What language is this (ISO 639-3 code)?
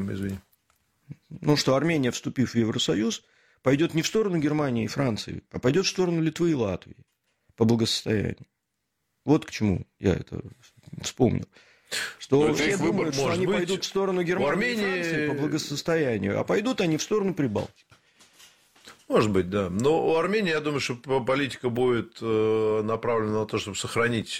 rus